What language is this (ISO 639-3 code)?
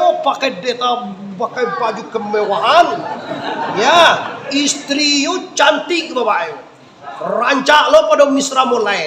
min